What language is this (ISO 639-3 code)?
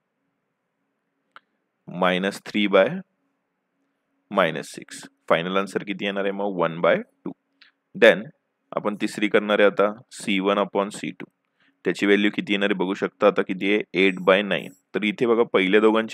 mar